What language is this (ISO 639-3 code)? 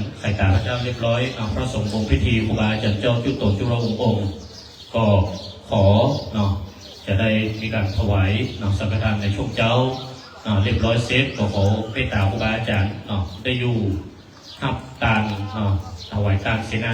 pli